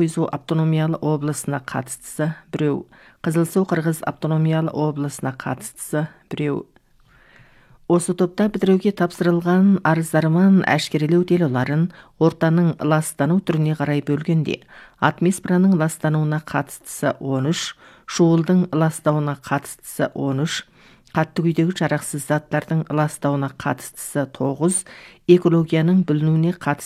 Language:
Kazakh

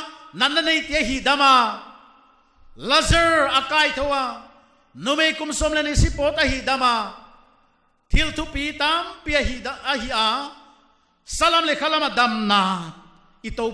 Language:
Paite Chin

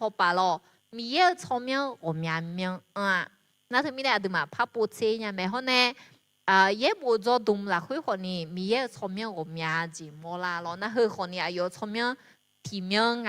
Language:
Akha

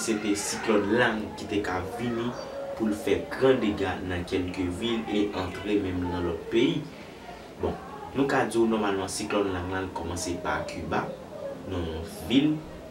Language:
Haitian Creole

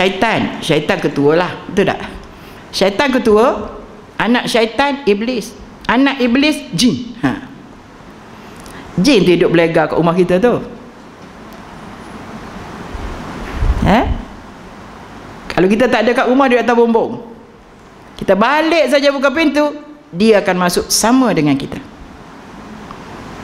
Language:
Malay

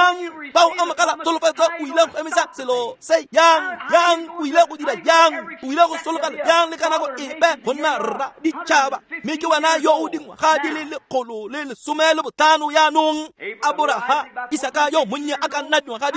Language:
Tswana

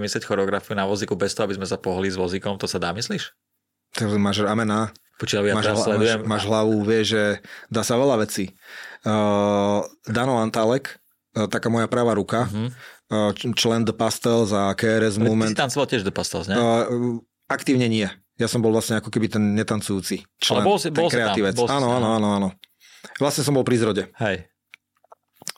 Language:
Slovak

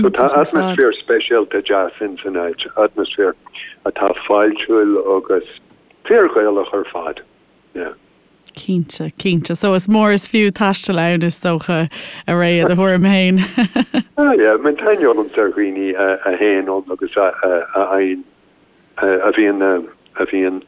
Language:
Irish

